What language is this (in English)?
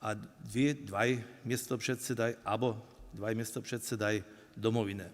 Upper Sorbian